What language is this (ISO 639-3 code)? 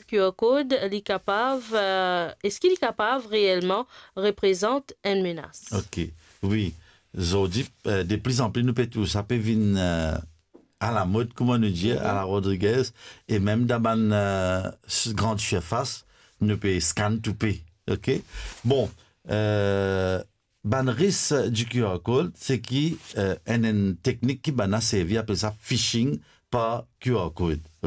mfe